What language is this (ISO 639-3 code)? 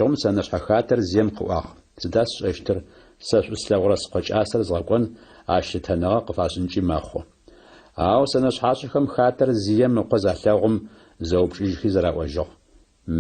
ady